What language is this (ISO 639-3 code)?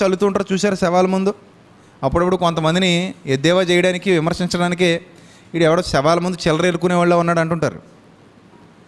tel